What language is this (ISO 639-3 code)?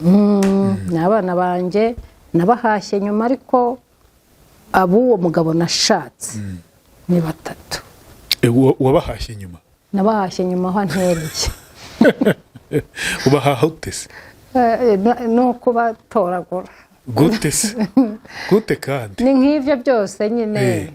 kin